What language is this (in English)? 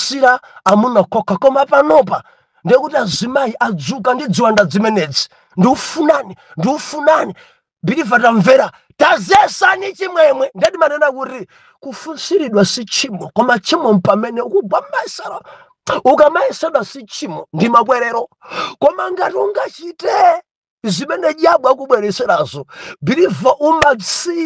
Nyanja